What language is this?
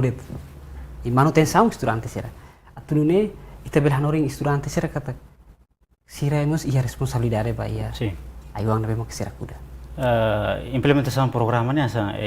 Tetum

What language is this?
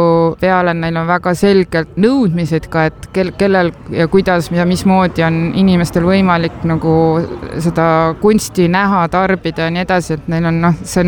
Estonian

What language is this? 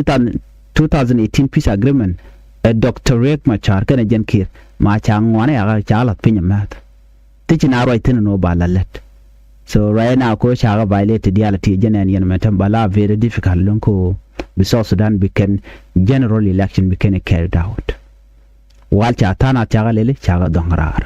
Nuer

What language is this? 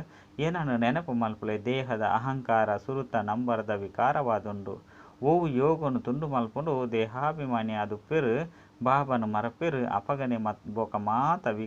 Tulu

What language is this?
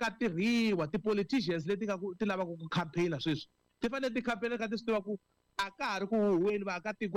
Tsonga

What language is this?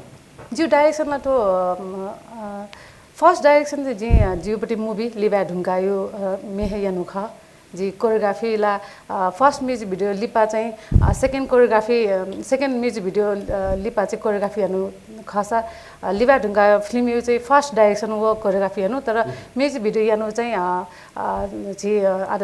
Newari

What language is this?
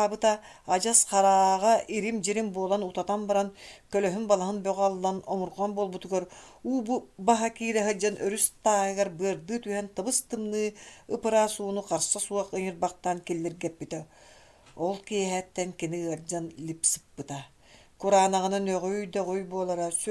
Yakut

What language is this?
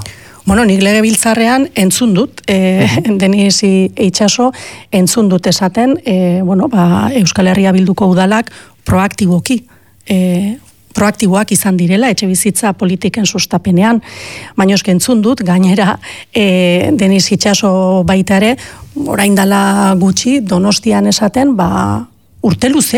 Basque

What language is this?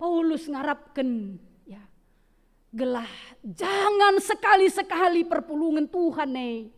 Batak Karo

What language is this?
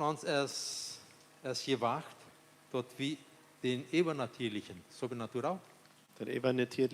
Plautdietsch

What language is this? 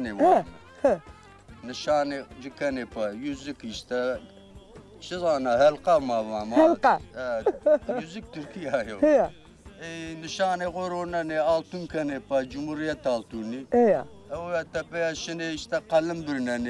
Zaza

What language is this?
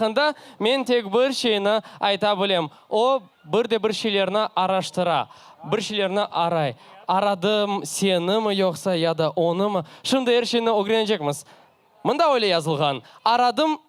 Crimean Tatar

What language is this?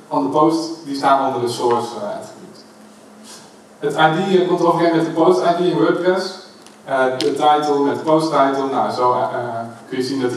Dutch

